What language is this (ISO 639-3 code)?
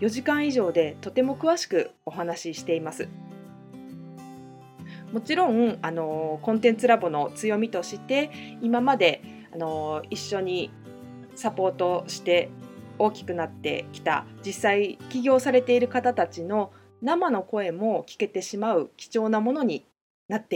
jpn